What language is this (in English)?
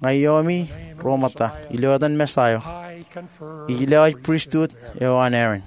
Marshallese